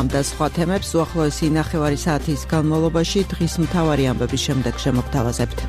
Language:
Georgian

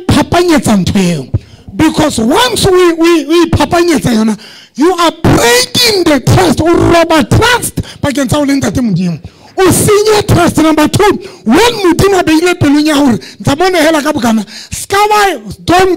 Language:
Southern Sotho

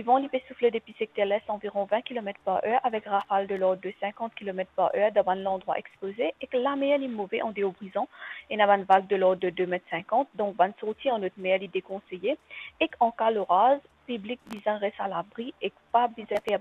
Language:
Morisyen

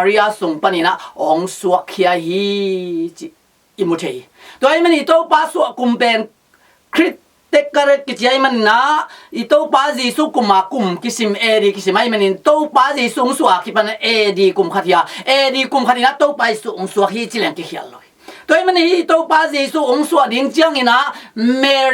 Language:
Tedim Chin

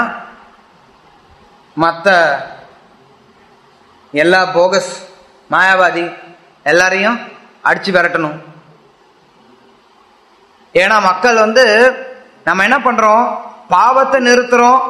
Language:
Tamil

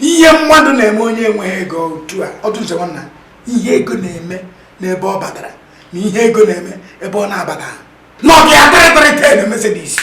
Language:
Igbo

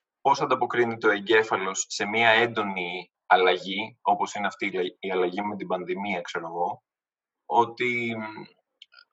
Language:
Greek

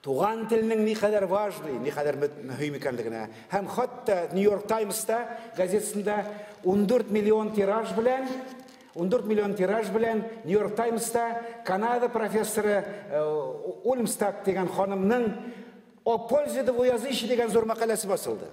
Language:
Tatar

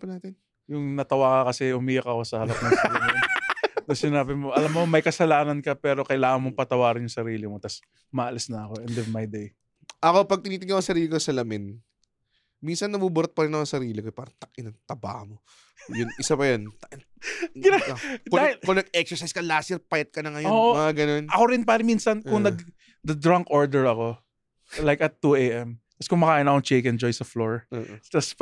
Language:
Filipino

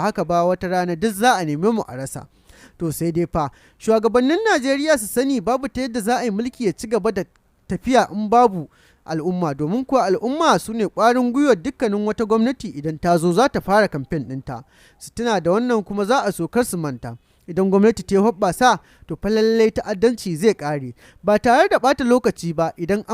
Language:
Hausa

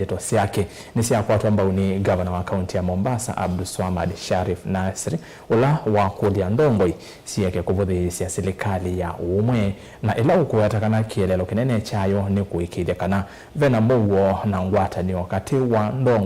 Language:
Kamba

